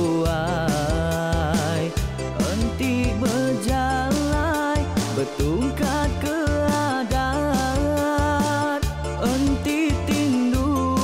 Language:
Iban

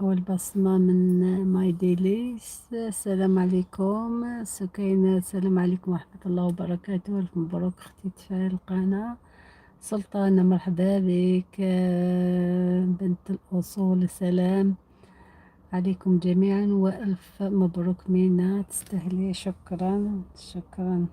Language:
Algerian Arabic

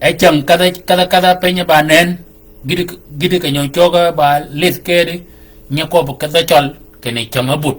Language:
Shilluk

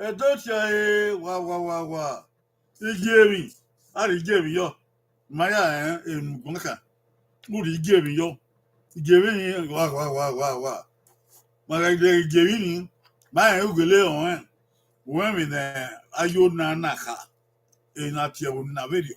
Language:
Bini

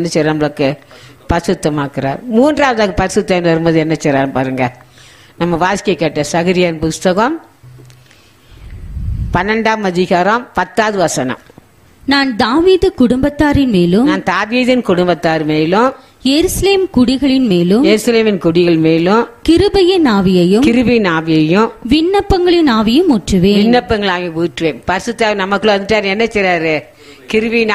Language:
Tamil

